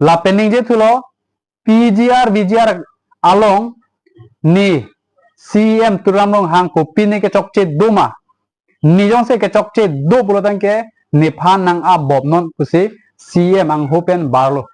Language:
Karbi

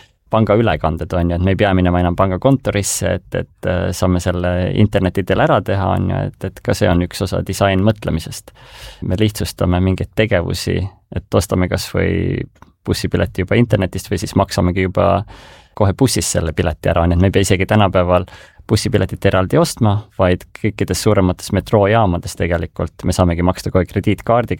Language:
Estonian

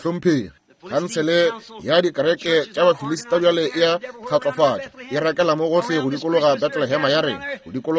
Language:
Northern Sotho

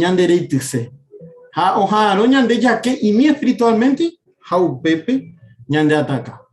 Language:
Guarani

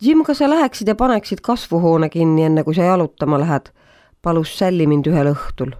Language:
Estonian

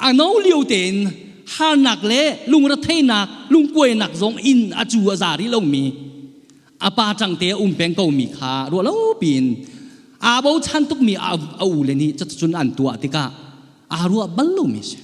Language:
Hakha Chin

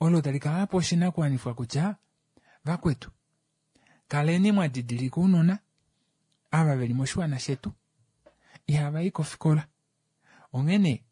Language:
Kuanyama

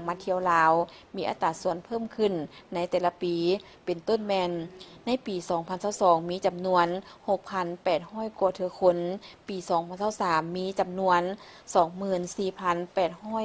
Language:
Lao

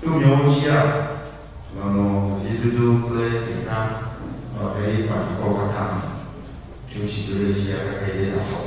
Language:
Ewe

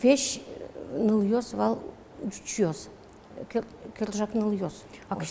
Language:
Udmurt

